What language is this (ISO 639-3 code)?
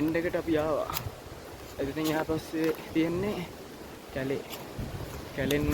sin